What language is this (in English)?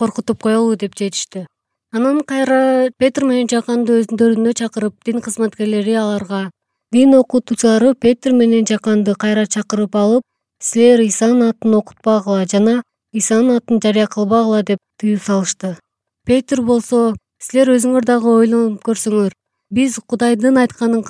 Kyrgyz